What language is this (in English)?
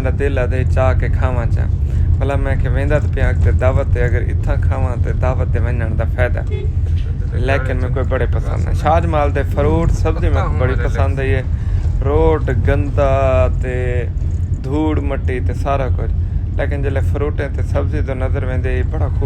Saraiki